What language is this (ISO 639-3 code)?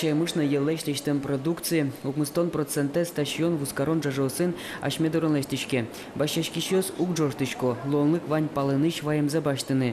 udm